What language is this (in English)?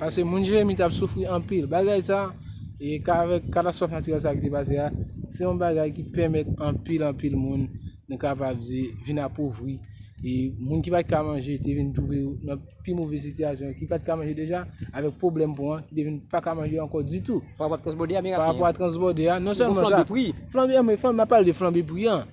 Haitian Creole